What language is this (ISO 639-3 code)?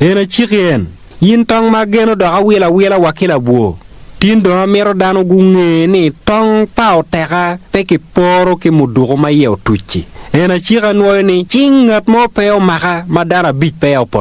ach